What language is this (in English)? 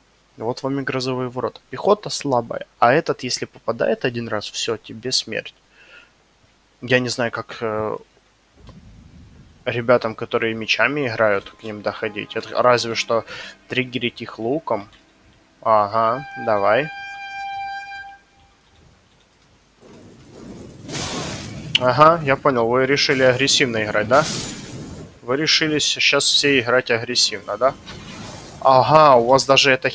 Russian